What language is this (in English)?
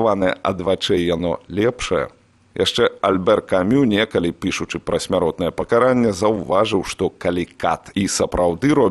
Belarusian